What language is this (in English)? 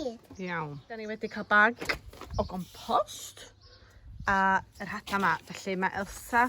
Welsh